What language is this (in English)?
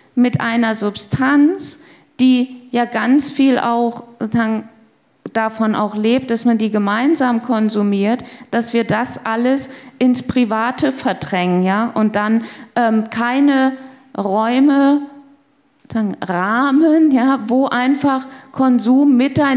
German